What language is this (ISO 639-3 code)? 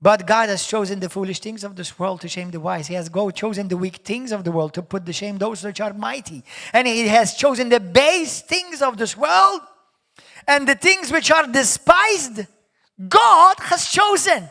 eng